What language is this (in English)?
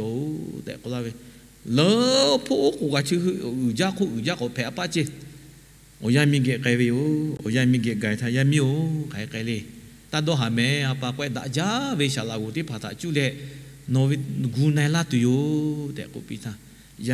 Lahu